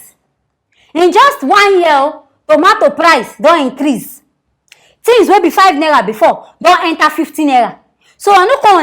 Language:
Nigerian Pidgin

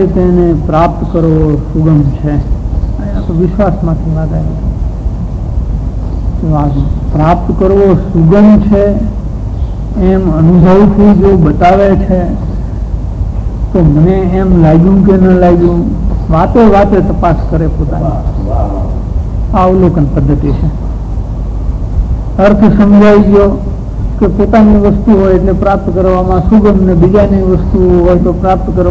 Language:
Gujarati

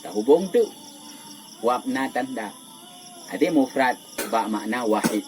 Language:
Achinese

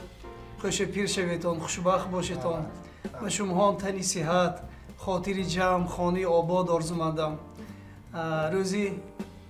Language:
Tajik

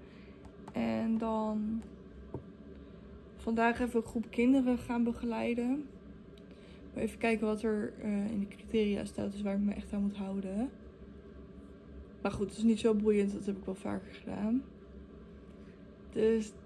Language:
Dutch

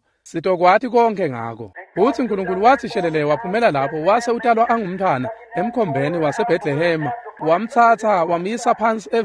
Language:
Swati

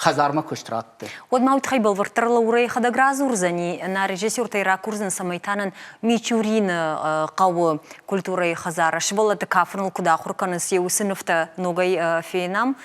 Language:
Ossetic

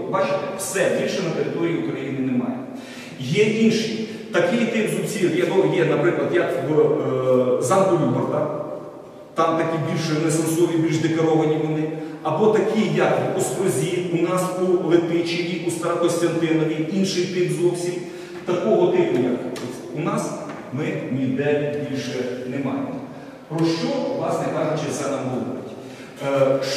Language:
Ukrainian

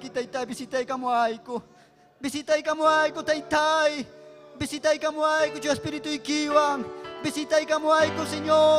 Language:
Ayacucho Quechua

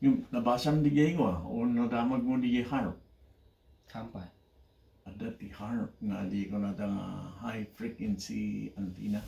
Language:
Iloko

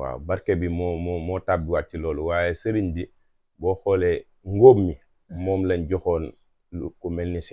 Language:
Wolof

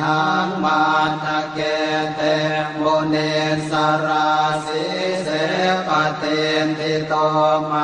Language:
Pali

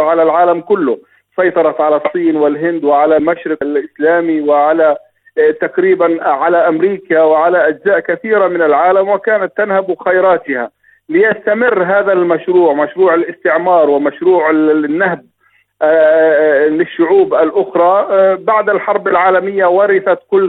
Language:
Arabic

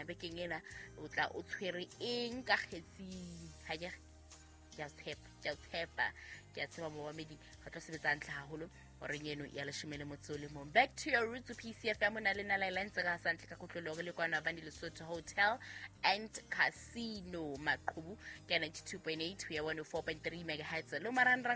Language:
Southern Sotho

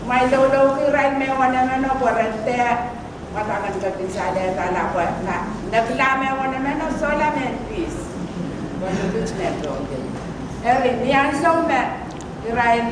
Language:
Pohnpeian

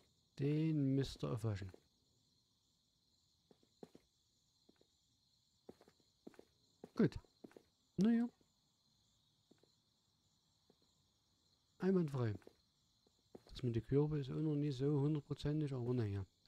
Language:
German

